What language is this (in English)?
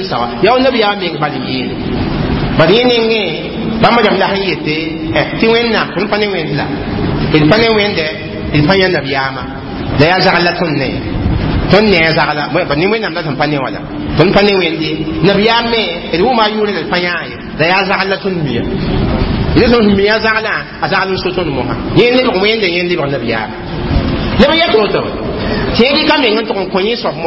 Mossi